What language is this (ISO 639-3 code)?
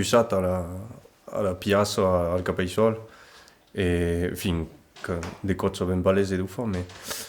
oci